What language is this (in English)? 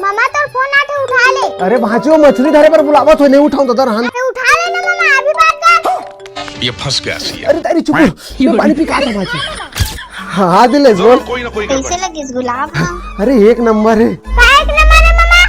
Chhattisgarhi